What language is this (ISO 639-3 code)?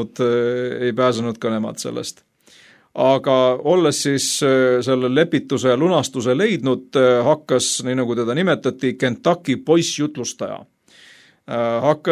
est